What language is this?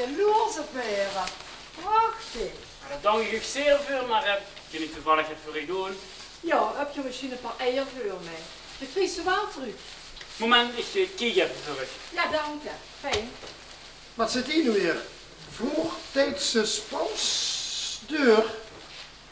Limburgish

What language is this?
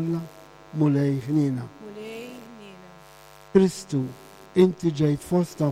Maltese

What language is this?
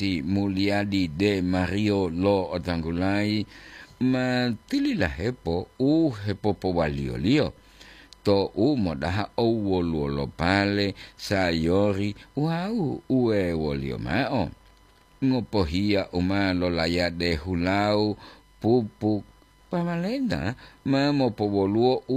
Gorontalo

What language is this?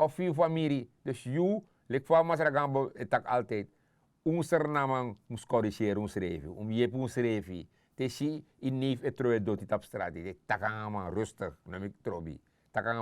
Sranan Tongo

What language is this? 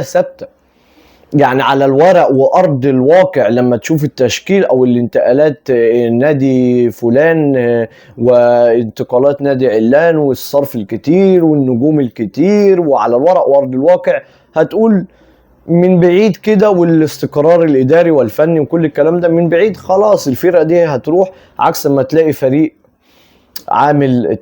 Egyptian Arabic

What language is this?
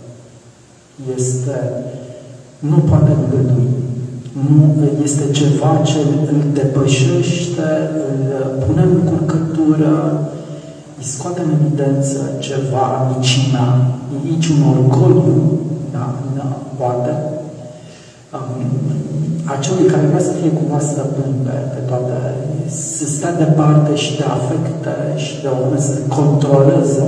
Romanian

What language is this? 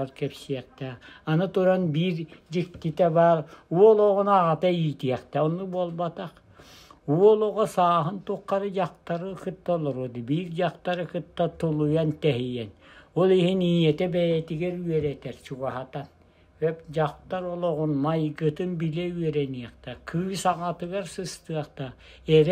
Yakut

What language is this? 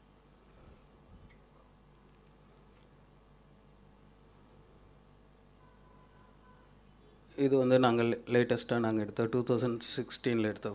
Tamil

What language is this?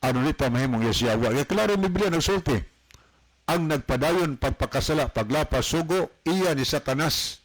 Cebuano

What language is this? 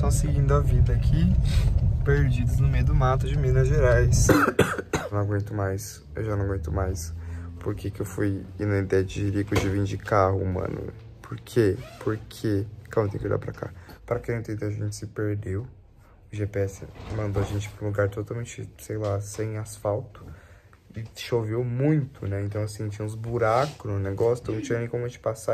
Portuguese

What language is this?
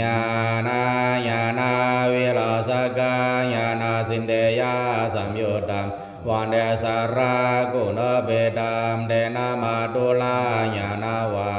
Pali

